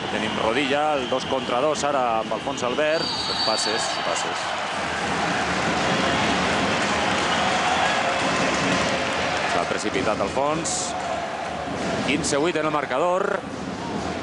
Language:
Catalan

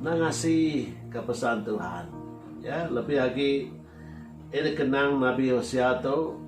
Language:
Iban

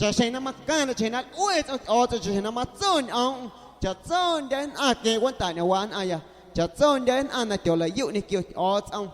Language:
Guerrero Amuzgo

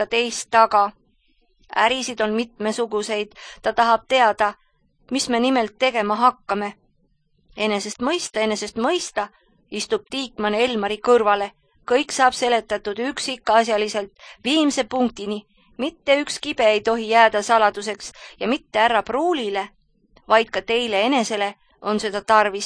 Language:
Estonian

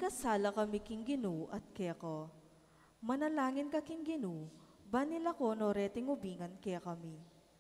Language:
Pampanga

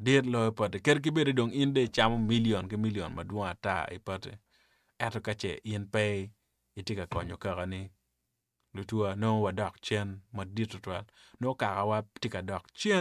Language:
Acoli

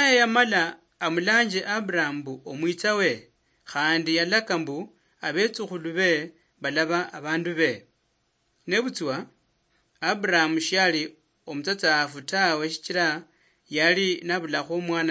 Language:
Luyia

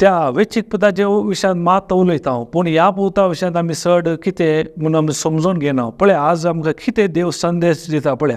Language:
Konkani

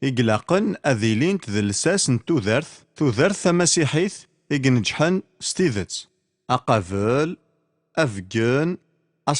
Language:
Kabyle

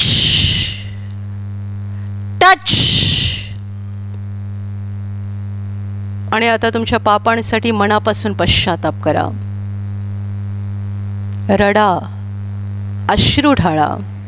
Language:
Marathi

